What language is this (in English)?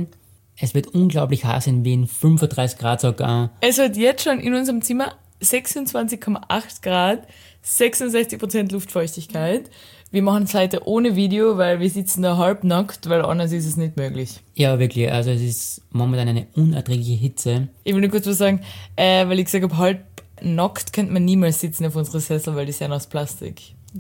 German